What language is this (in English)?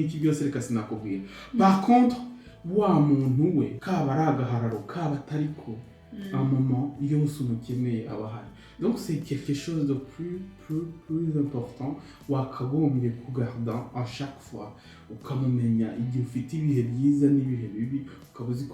Kinyarwanda